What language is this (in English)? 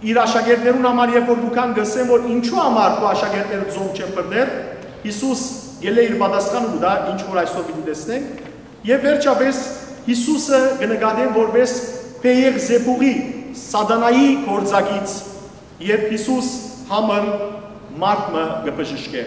Western Armenian